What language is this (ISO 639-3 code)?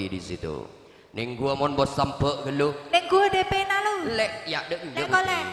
mad